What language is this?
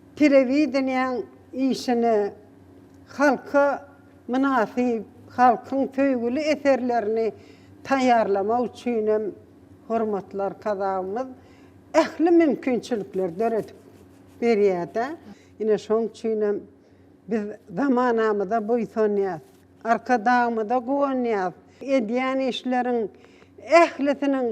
Turkmen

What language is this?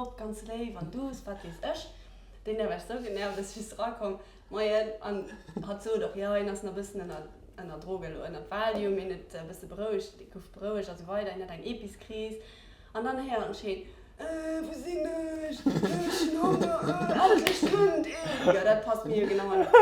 Luxembourgish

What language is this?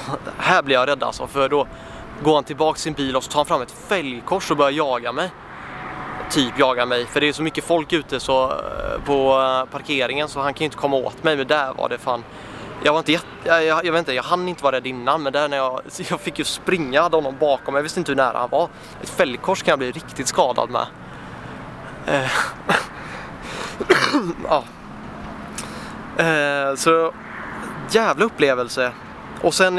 Swedish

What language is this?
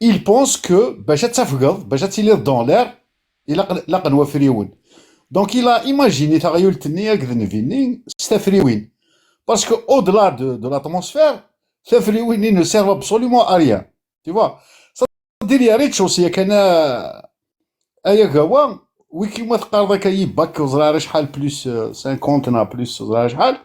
Kabyle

